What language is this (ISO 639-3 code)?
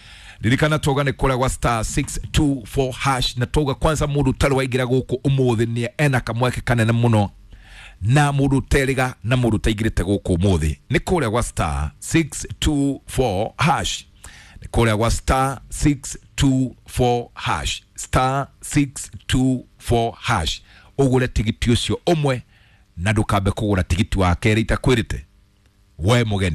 kik